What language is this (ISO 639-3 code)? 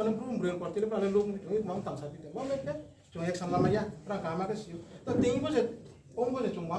ria